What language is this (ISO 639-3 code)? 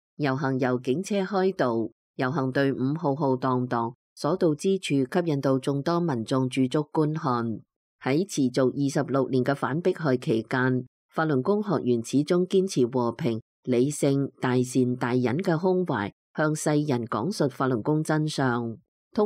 yue